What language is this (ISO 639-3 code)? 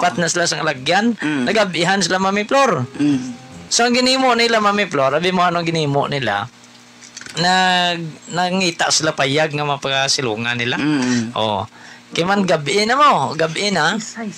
hil